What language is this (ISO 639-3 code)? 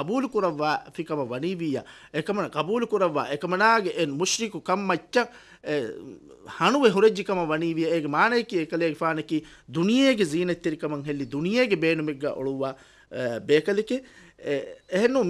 div